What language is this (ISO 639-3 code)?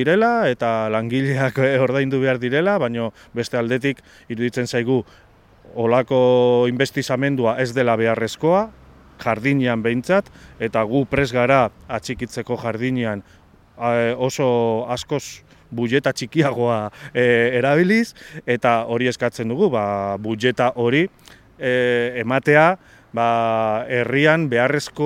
eus